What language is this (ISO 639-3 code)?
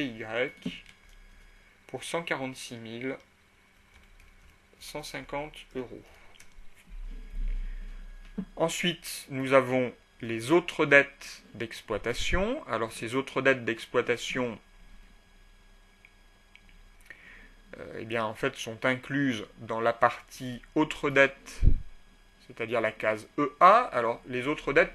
fra